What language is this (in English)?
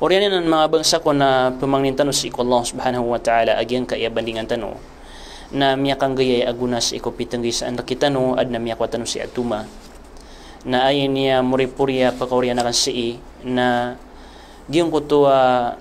Maranao